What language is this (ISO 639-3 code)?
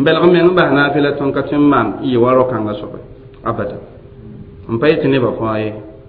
mos